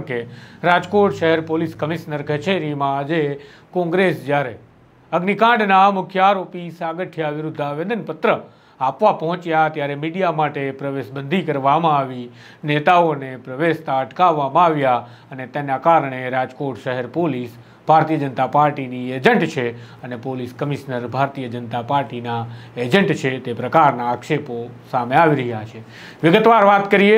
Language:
Gujarati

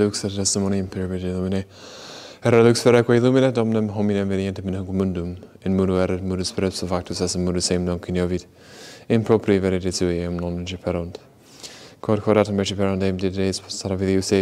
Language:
Latin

